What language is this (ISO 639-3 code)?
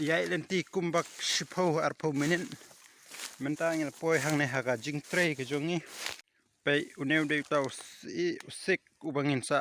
kha